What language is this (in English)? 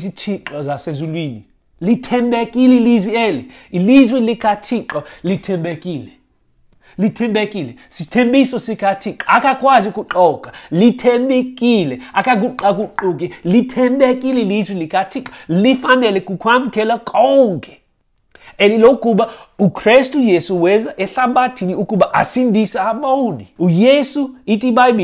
Xhosa